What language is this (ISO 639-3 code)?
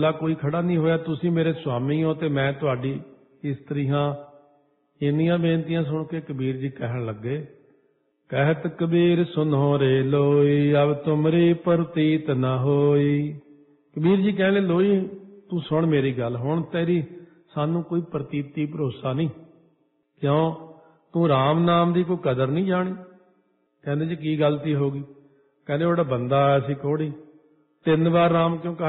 pan